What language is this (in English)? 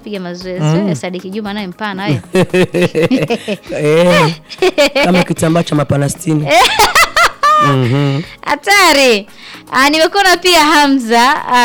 Swahili